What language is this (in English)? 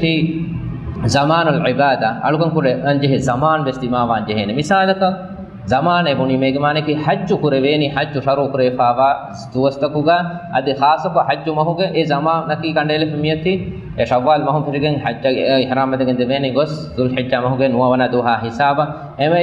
Divehi